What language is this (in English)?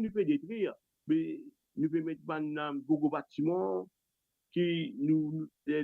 Morisyen